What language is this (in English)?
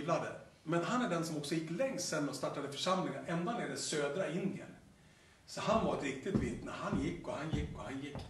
Swedish